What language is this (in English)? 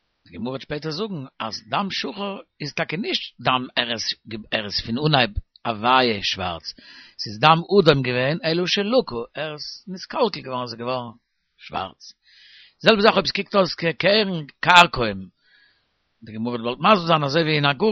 Yiddish